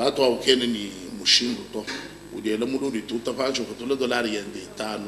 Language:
Luba-Lulua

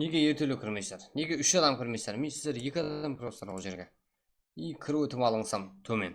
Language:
Kara-Kalpak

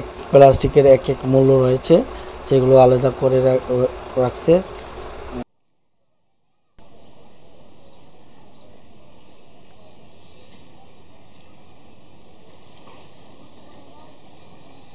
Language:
Bangla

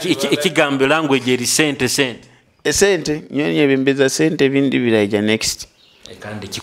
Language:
Nyoro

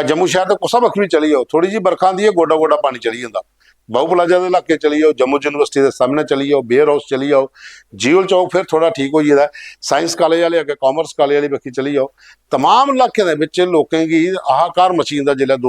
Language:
Dogri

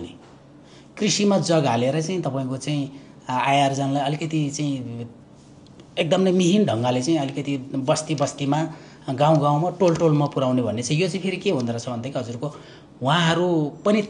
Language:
Nepali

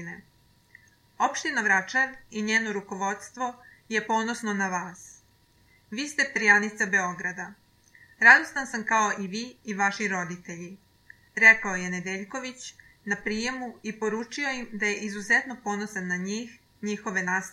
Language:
Serbian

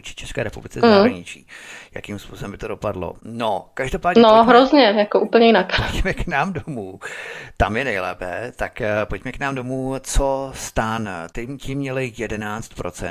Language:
Czech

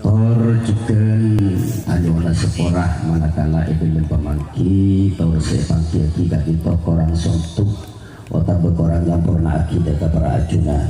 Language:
Madurese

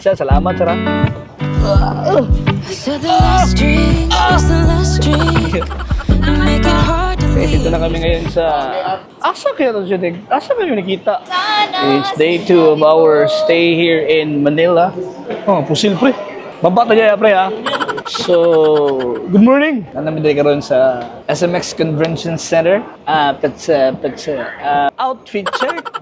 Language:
Cebuano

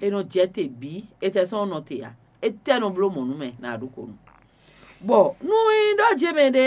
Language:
Fon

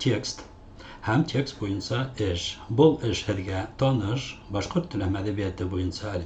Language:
Bashkir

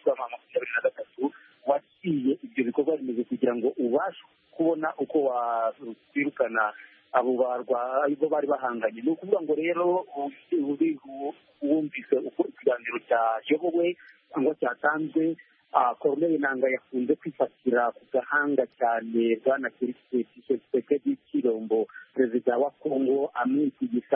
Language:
Kinyarwanda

